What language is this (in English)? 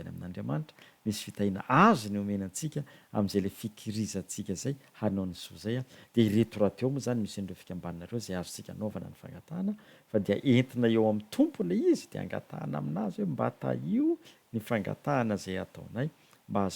Malagasy